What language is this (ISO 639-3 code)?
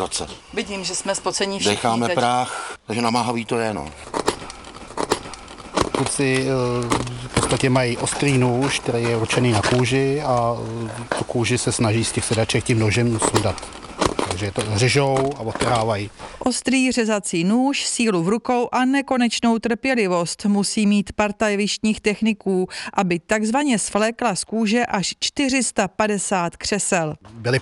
ces